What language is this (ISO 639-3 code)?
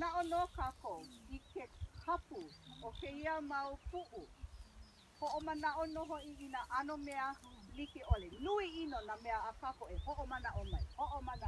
haw